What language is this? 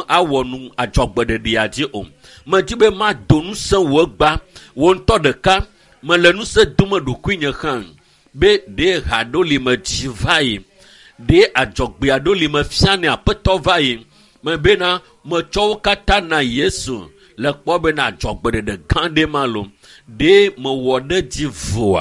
Ewe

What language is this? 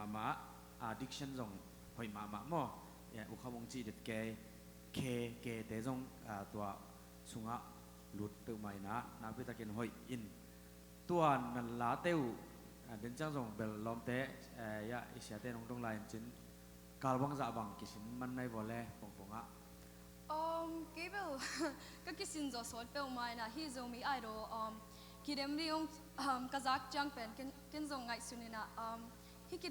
Tedim Chin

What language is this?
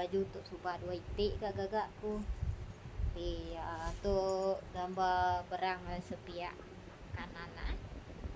Iban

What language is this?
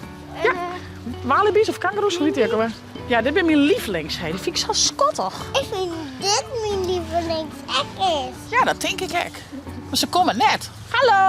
Western Frisian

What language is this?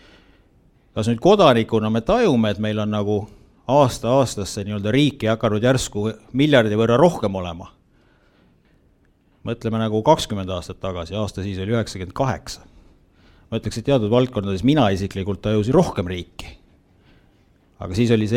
Estonian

